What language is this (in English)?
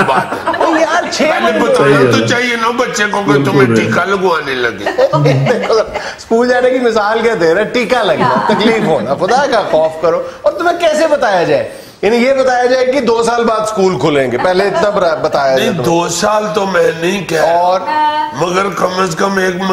Urdu